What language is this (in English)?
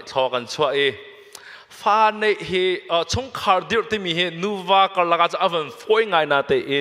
Hakha Chin